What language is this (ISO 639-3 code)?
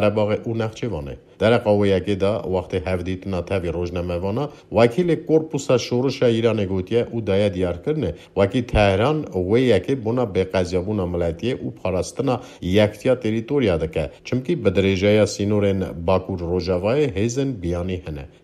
kur